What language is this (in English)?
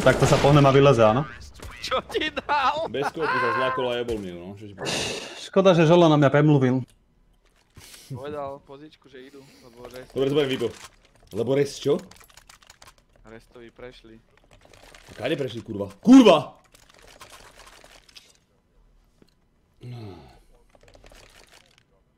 Slovak